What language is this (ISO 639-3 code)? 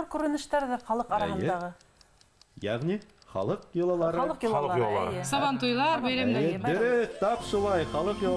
bak